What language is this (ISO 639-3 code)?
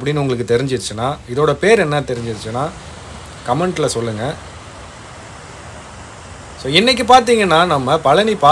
tam